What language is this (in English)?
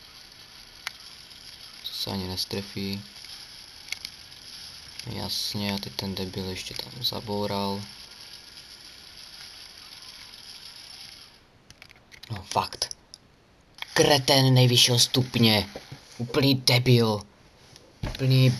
Czech